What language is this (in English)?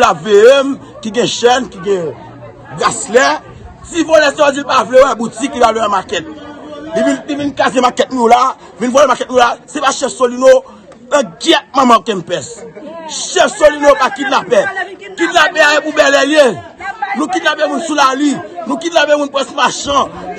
Haitian Creole